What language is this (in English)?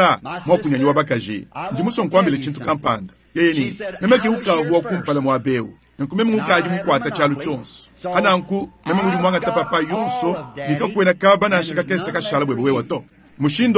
Luba-Lulua